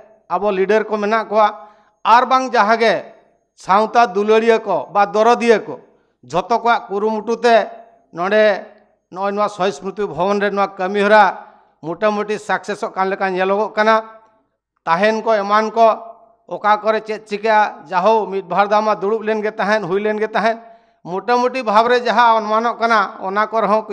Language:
Santali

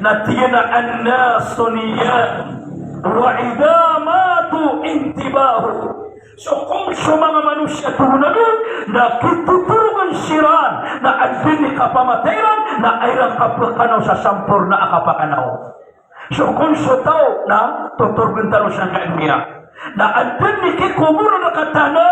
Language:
Maranao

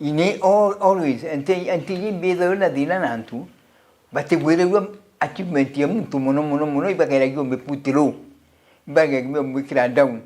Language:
Meru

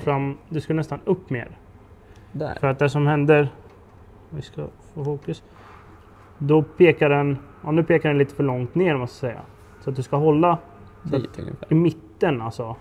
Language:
Swedish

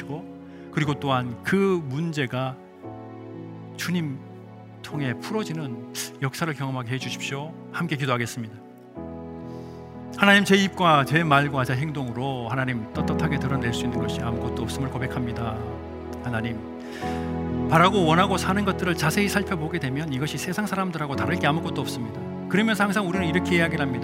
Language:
Korean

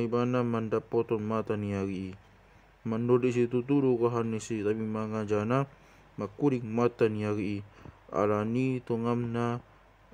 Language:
Batak Toba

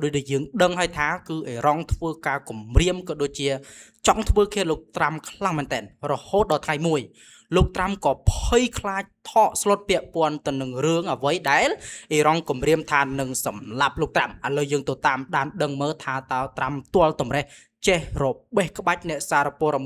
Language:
Khmer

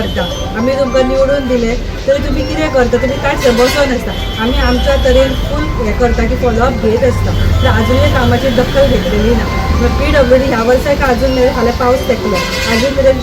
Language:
Konkani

